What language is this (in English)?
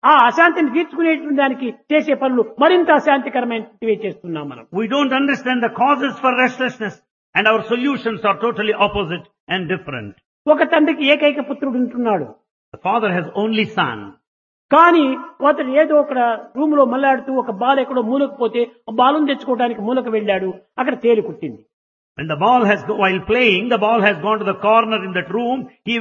Telugu